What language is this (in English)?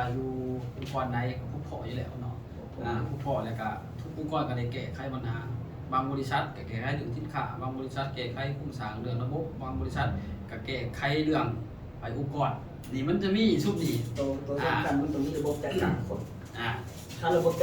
Lao